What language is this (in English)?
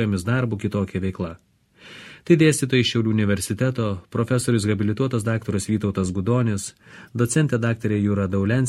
Lithuanian